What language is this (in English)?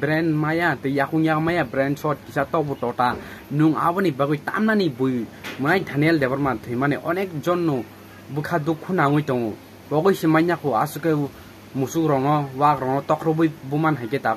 Kok Borok